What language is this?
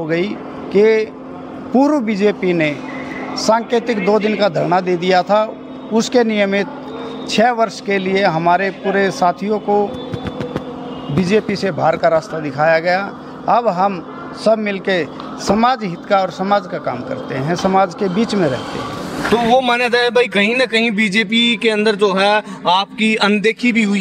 Hindi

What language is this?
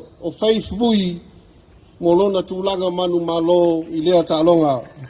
Samoan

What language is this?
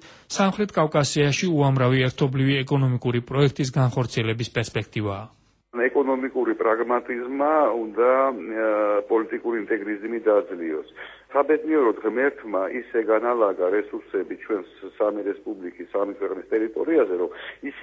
Georgian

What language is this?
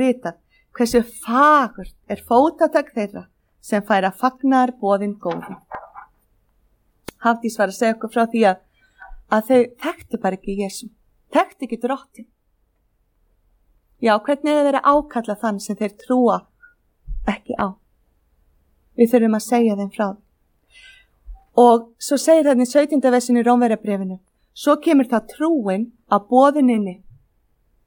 Icelandic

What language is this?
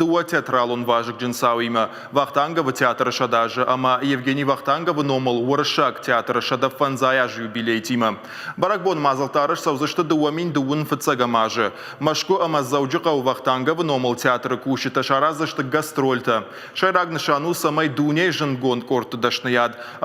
Ossetic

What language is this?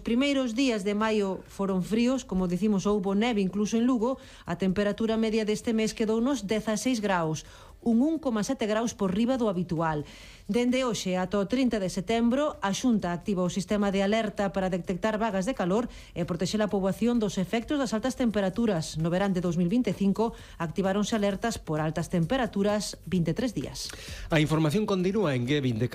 Galician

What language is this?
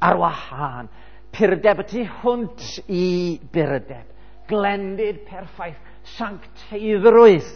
Welsh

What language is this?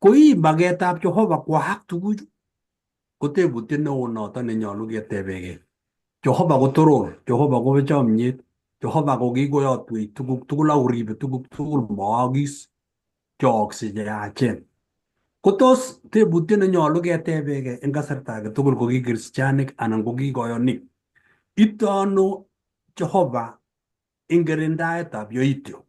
Kalenjin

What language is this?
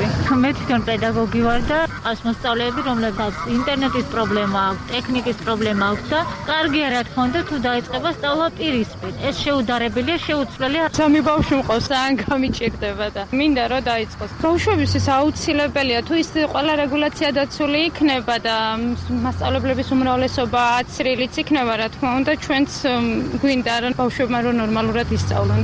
Georgian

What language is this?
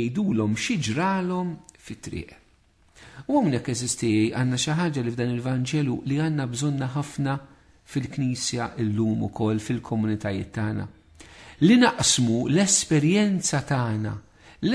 Maltese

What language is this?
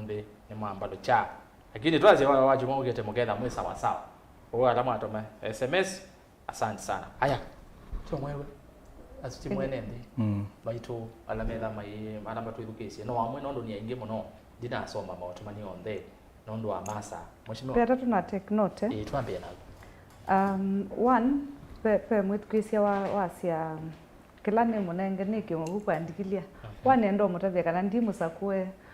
Kamba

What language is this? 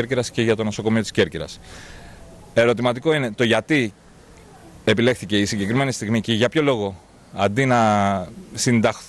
Greek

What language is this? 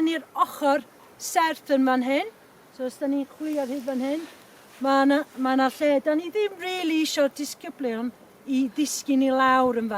Welsh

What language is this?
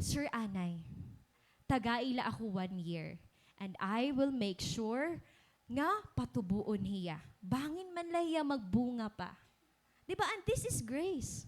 Waray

